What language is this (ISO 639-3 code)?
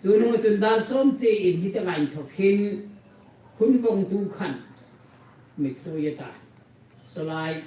hmr